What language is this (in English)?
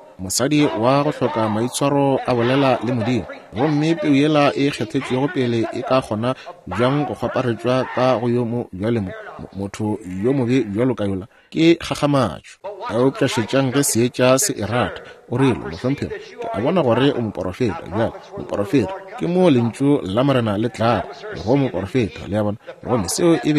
Northern Sotho